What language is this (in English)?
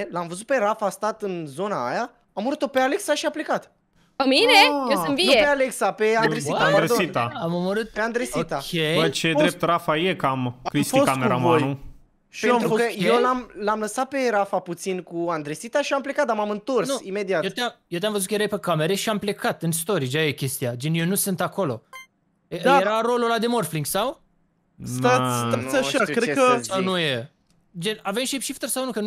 Romanian